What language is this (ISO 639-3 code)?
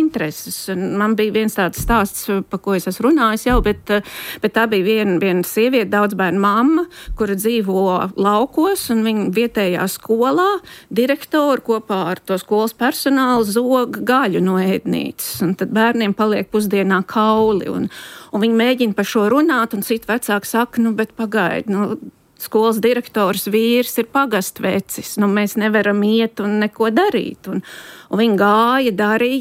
lav